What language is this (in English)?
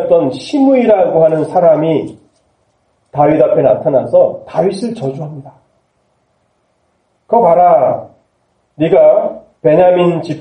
Korean